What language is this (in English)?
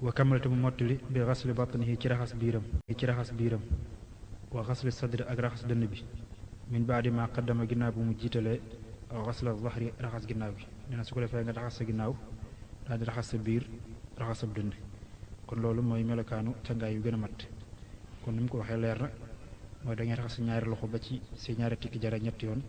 Wolof